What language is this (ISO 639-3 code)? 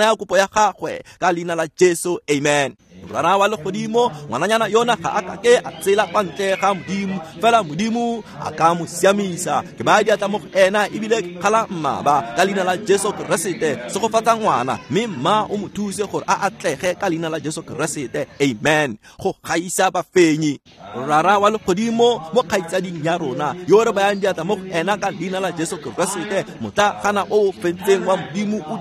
tsn